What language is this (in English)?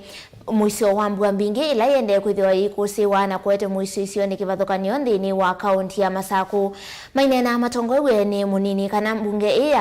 Kamba